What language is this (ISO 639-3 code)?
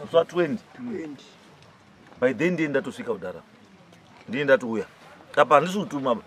sna